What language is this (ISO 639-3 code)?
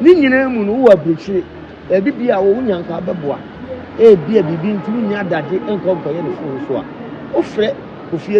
aka